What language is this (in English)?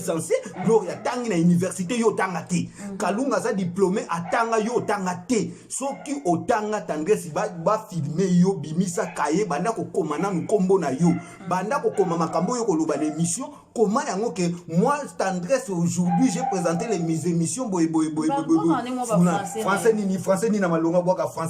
Lingala